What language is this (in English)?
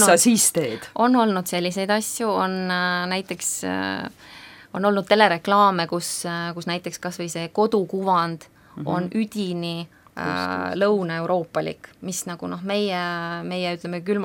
Estonian